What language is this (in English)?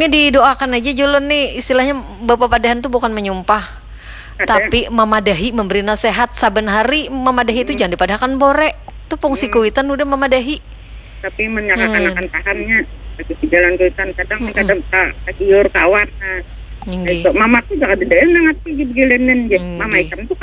Banjar